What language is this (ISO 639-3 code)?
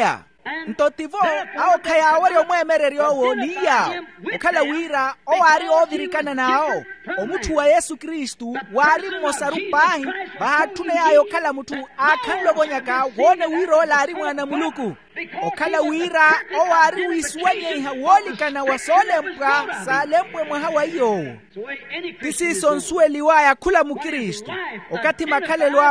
vmw